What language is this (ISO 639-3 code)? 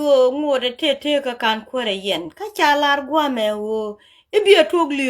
nus